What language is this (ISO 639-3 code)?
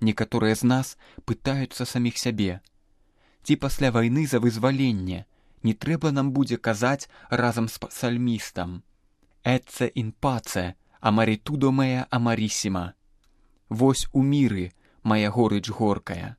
bel